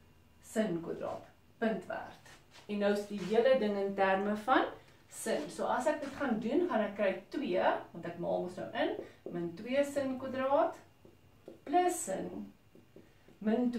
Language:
Afrikaans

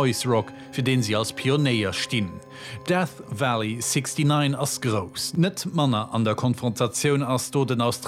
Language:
Luxembourgish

